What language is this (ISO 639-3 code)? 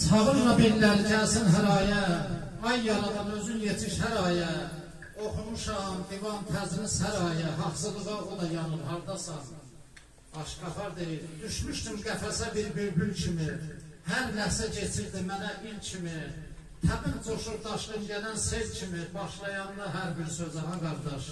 azb